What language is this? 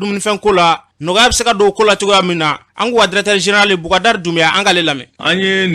Bambara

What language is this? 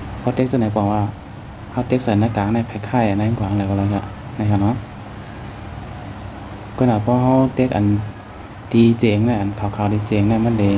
Thai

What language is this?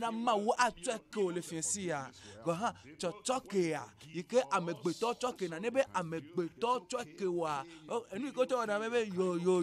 Ewe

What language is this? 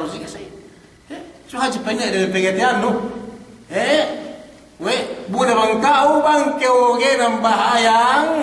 Yakan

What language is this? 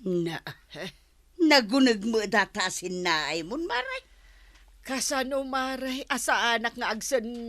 Iloko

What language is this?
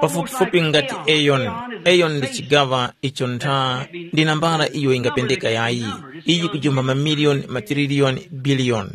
Tumbuka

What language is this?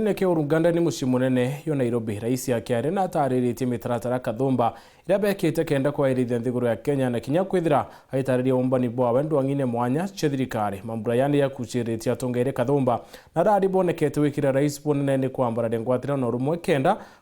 Meru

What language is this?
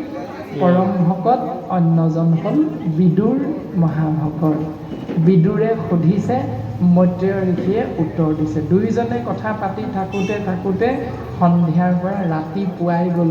Assamese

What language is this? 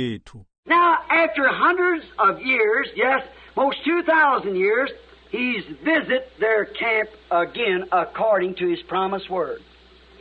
Xhosa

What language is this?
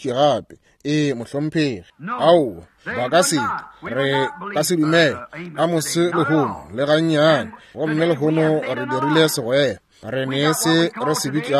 Northern Sotho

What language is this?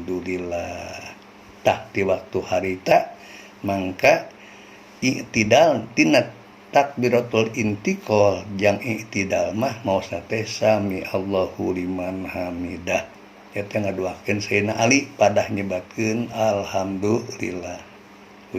Sundanese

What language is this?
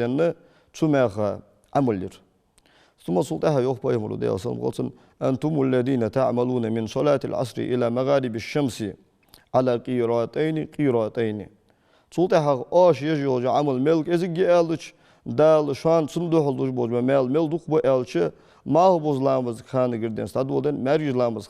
Ingush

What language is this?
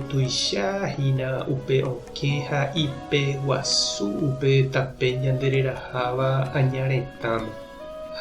Guarani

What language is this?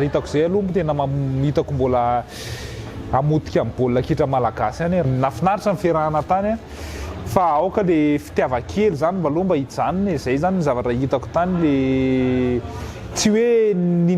Malagasy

